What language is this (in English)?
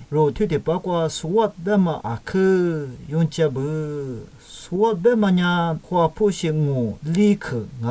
Lisu